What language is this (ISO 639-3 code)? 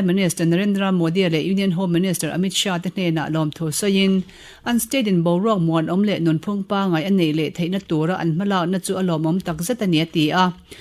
lus